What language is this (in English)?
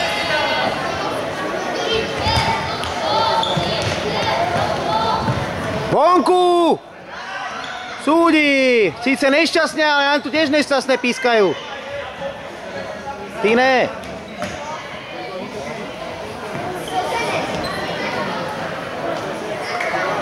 Slovak